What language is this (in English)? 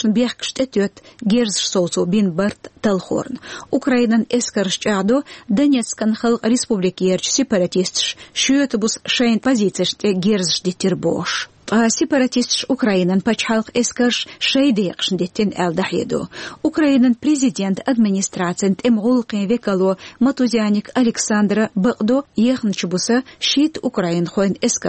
Chechen